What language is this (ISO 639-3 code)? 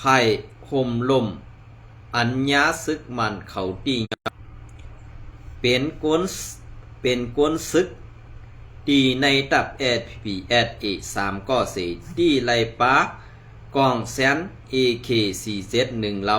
shn